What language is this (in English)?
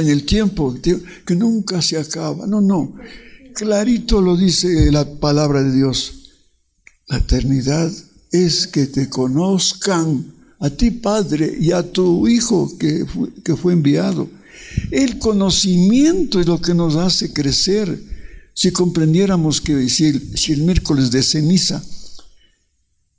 Spanish